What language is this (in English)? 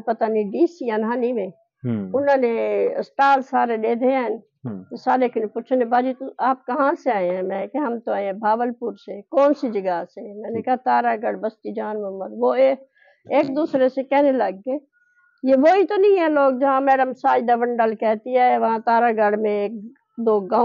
Saraiki